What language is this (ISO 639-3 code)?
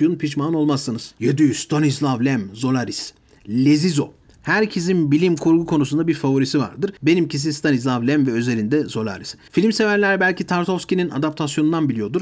tur